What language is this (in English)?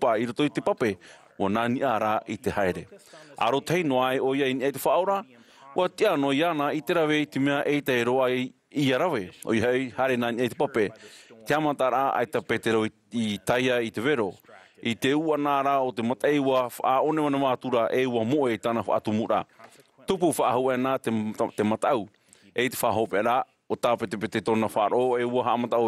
Tahitian